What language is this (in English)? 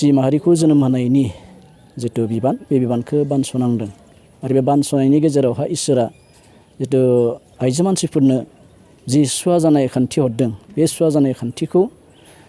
Bodo